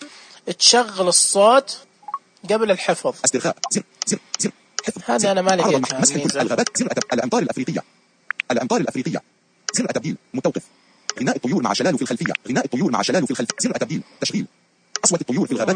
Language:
Najdi Arabic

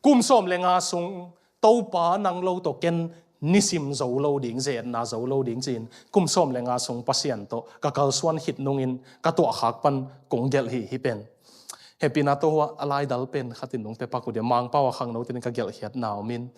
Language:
Tedim Chin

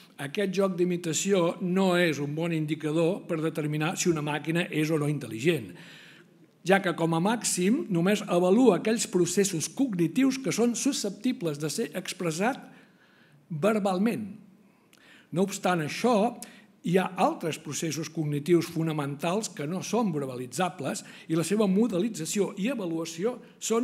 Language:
Catalan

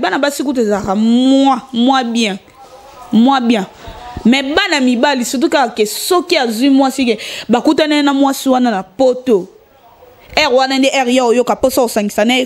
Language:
Lingala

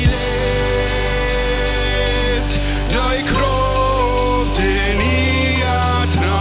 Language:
Plautdietsch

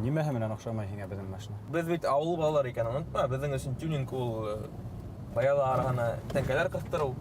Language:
Bashkir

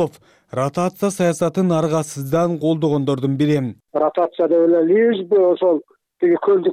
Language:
Kyrgyz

